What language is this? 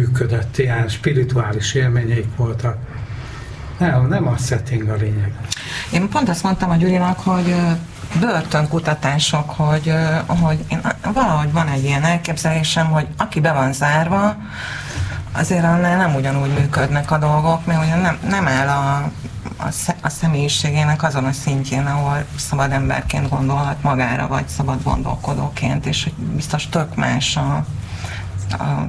Hungarian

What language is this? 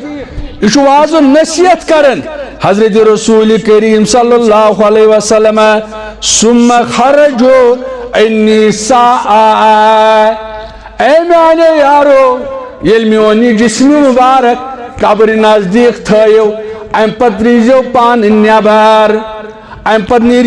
Kashmiri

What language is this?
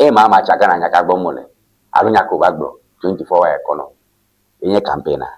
Ewe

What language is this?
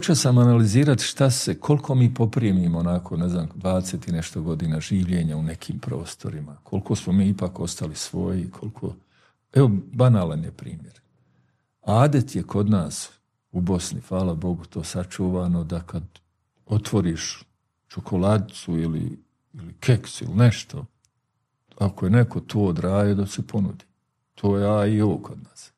Bosnian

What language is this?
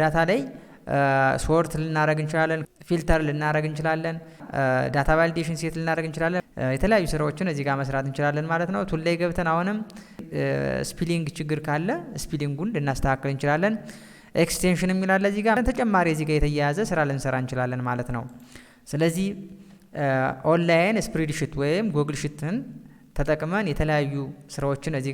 Amharic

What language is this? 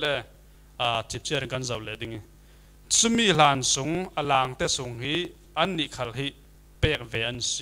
Falam Chin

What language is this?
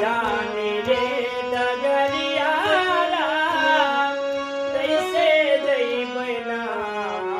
Maithili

